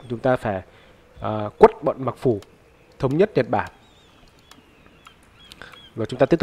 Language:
Vietnamese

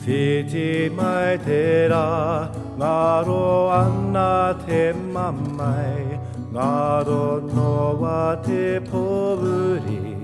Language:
Māori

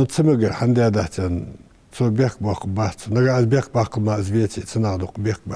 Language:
Ingush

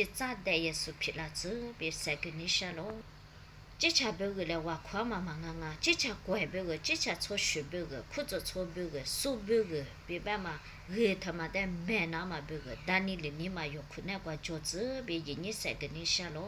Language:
Lisu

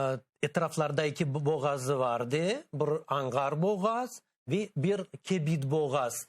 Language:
Crimean Tatar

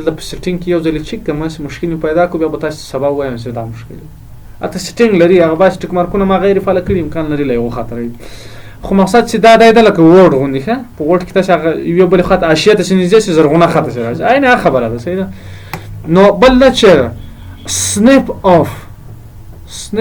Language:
Pashto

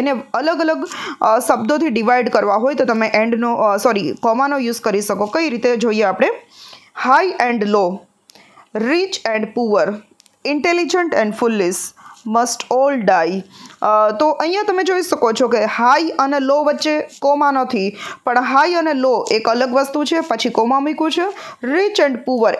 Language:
Gujarati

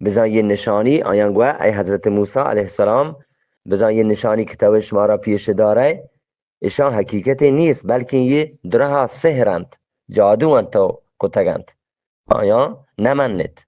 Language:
Eastern Balochi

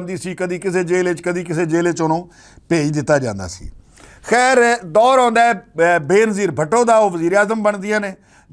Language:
Western Panjabi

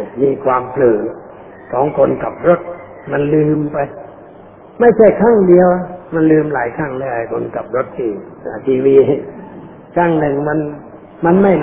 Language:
Thai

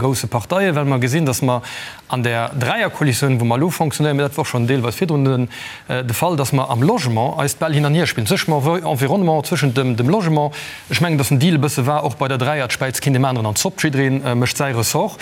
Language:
Luxembourgish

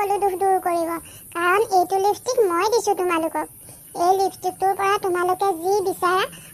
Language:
Assamese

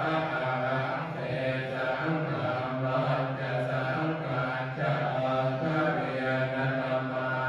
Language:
Pali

